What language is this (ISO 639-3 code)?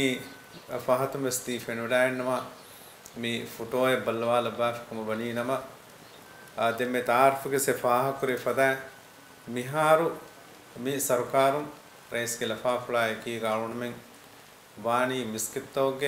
div